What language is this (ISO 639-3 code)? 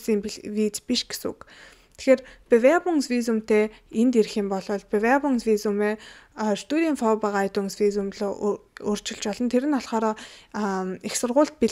mon